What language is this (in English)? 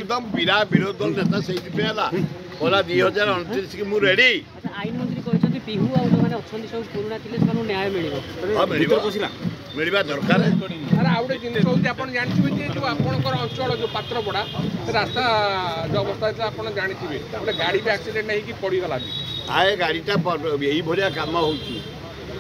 Odia